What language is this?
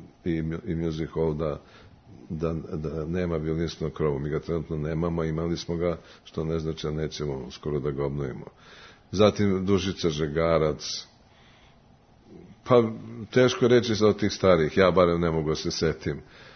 Serbian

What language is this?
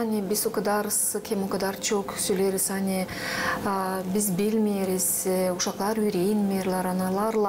Gagauz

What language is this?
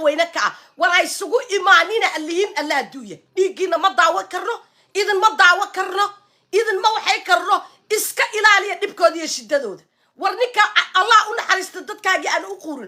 Somali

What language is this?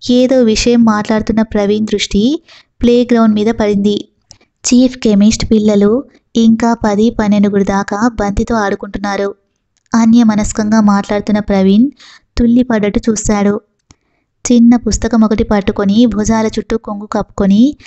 Telugu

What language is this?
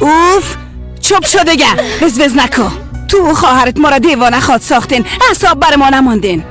Persian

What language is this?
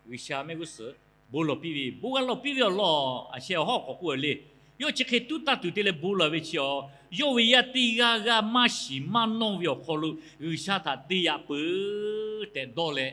Lahu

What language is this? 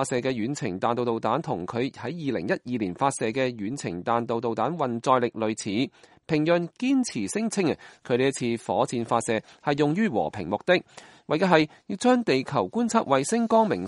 Cantonese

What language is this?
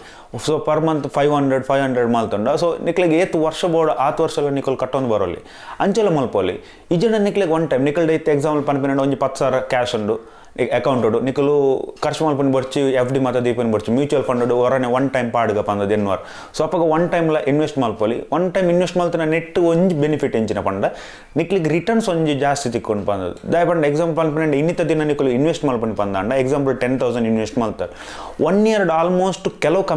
Tulu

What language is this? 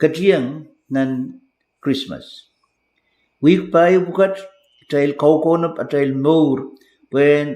Pohnpeian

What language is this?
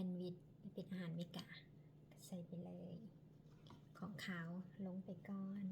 Lao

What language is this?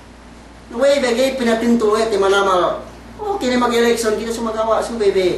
Yakan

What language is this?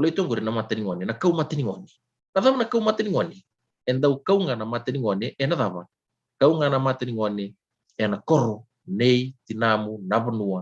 Fijian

